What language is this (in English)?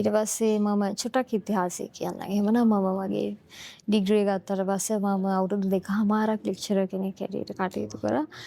Sinhala